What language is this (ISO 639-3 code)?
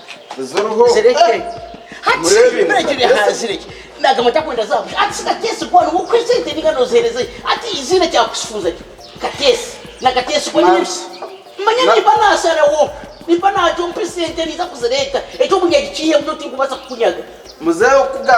nyn